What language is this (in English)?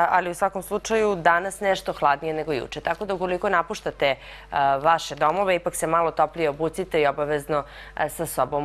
Serbian